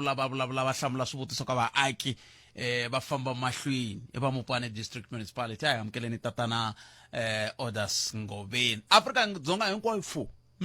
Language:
Tsonga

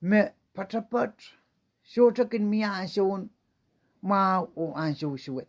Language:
Pohnpeian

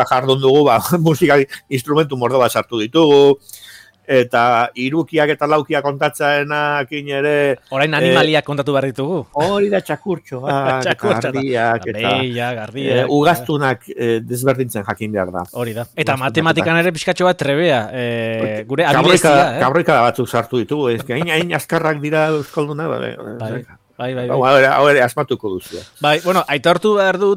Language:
Basque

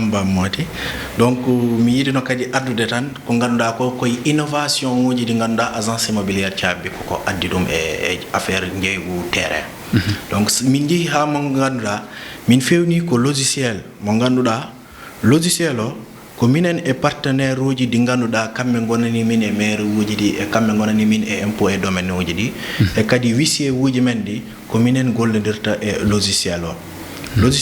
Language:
Fula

